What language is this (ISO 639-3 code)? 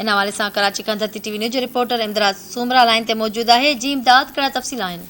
snd